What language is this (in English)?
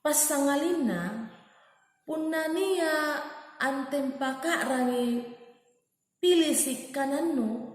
Makasar